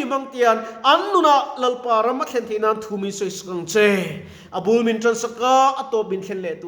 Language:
Mizo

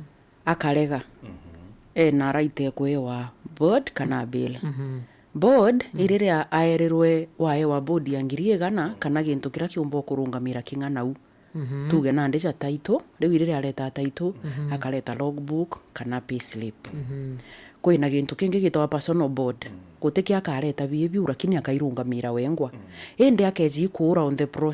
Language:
Meru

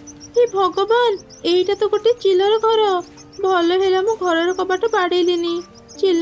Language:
Odia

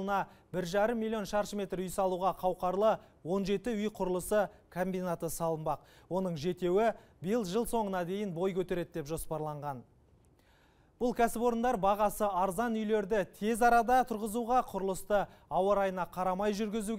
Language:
Kazakh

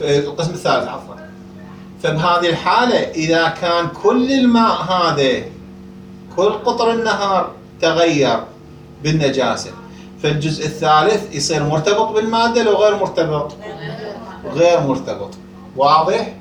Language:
Mesopotamian Arabic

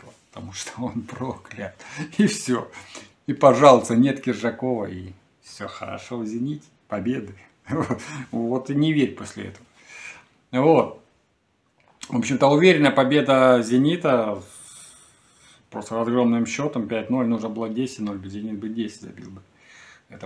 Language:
Russian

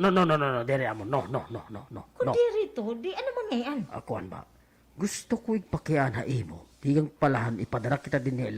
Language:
Waray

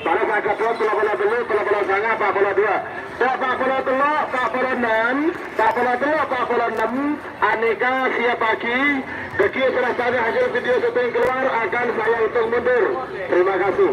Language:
Madurese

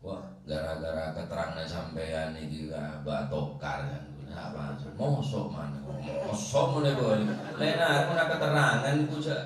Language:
Madurese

